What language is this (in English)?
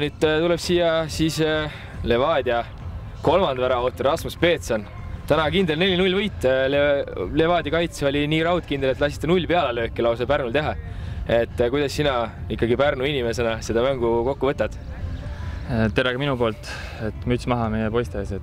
Estonian